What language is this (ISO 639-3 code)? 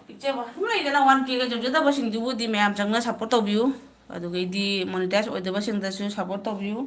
mni